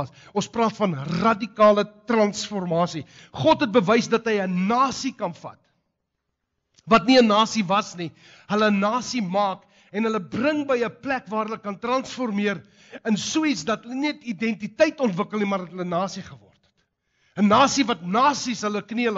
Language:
Afrikaans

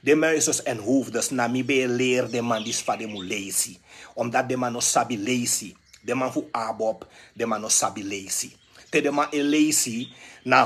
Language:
Sranan Tongo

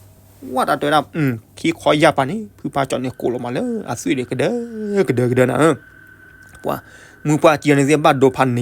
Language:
S'gaw Karen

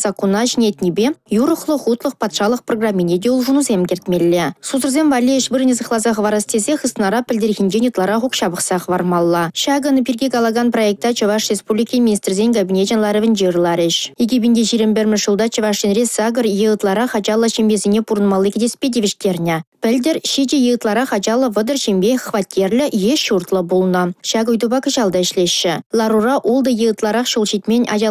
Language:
Chuvash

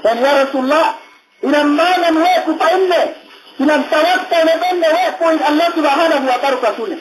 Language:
Yakan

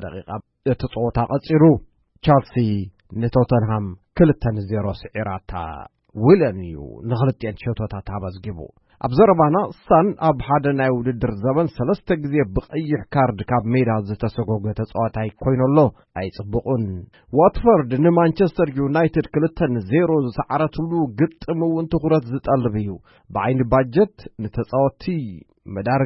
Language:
Tigrinya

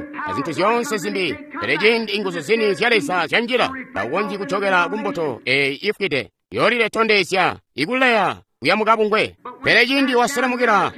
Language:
Tonga (Zambia)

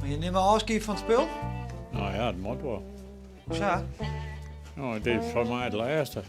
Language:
Western Frisian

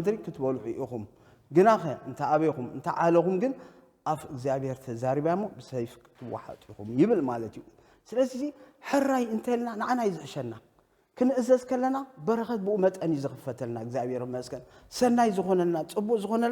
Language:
Tigrinya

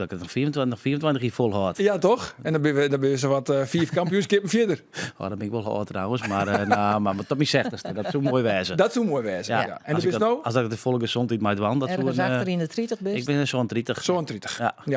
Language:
Western Frisian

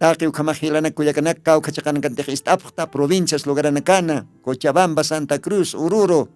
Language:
Aymara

